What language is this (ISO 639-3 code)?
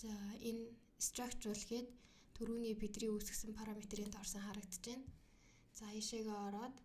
mon